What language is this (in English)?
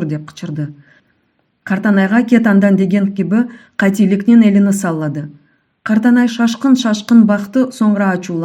Crimean Tatar